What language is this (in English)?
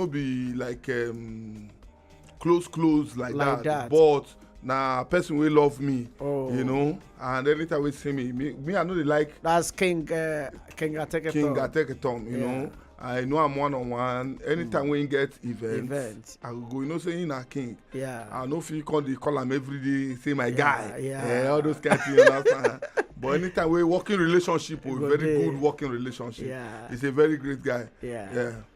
Nigerian Pidgin